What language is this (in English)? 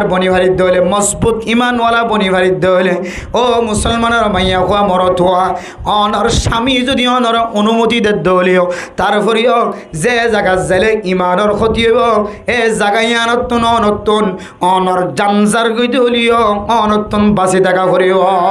Rohingya